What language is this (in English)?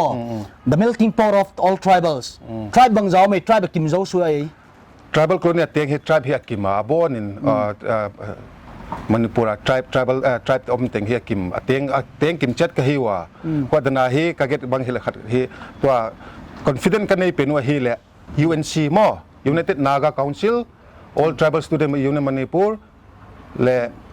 Paite Chin